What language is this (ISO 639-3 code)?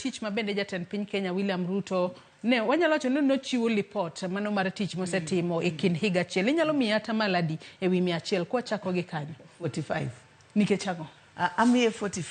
luo